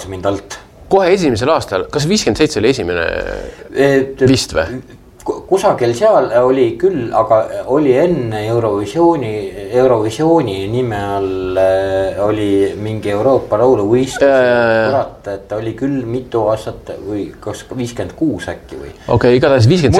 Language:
Estonian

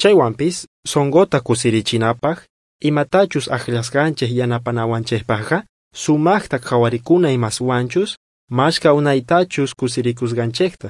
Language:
South Bolivian Quechua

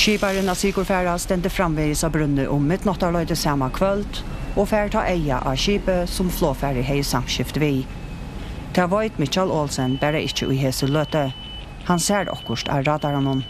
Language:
Faroese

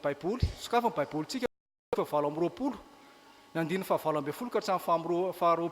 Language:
Malagasy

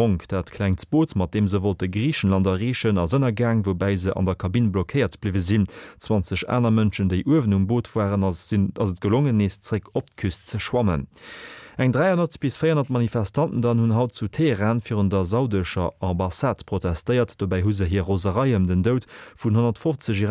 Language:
Luxembourgish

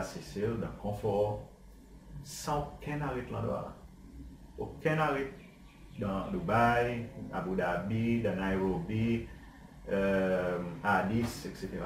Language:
Seselwa Creole French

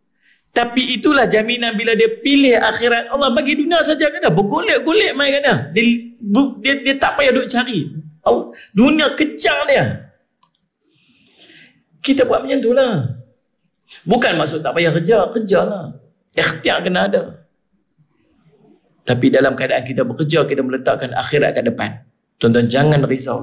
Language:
Malay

